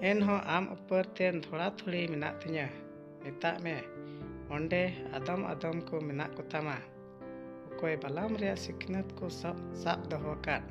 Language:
Santali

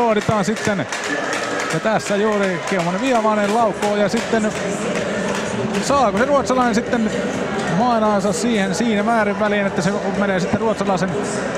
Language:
Finnish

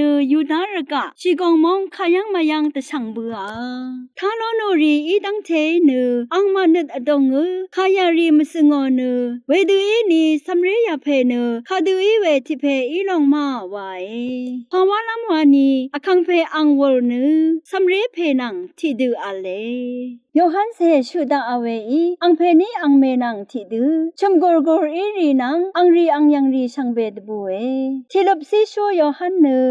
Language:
Rawang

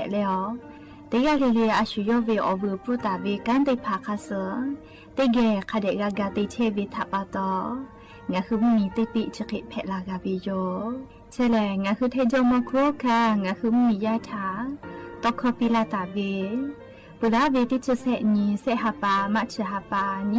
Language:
Lahu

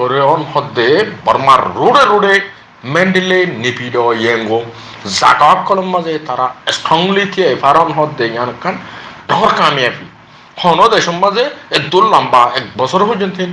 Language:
Rohingya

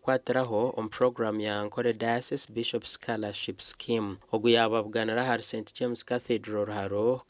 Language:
Nyankole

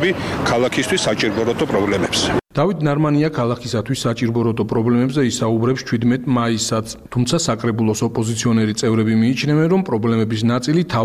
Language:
Georgian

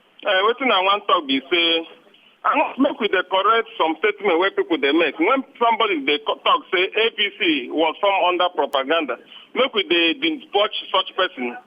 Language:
Nigerian Pidgin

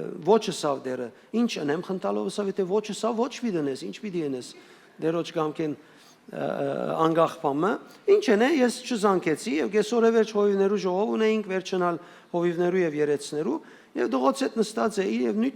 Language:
Western Armenian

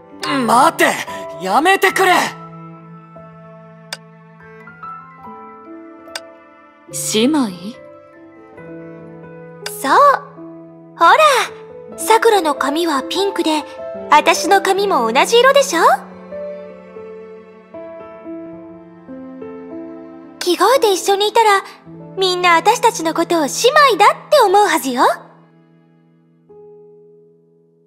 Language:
Japanese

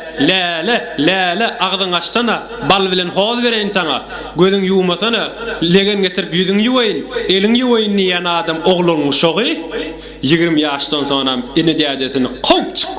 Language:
Turkmen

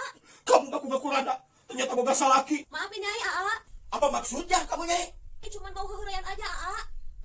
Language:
Sundanese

